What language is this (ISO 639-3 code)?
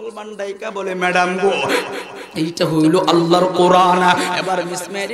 ben